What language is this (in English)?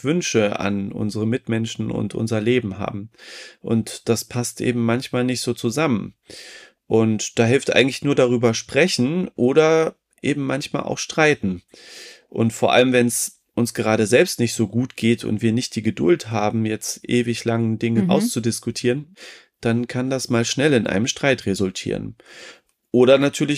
German